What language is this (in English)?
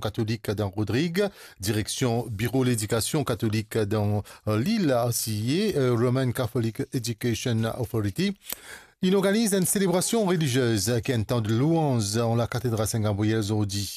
Morisyen